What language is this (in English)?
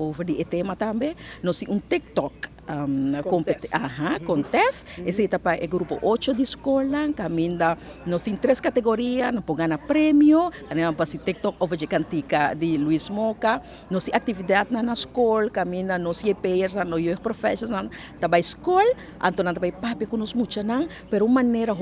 Papiamento